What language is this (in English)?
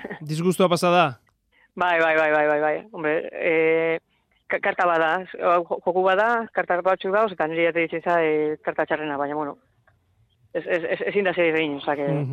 Basque